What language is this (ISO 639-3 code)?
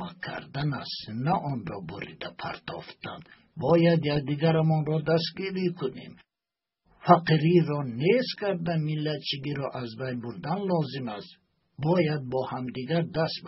tgk